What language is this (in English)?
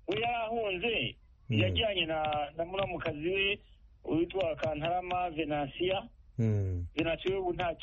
Kinyarwanda